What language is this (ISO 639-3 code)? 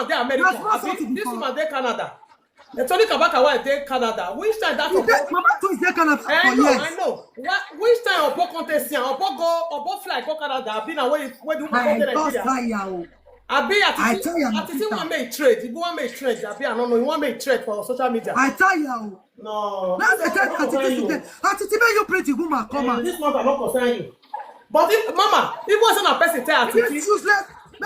pcm